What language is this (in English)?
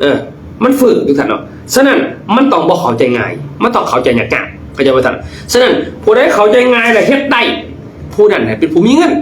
Lao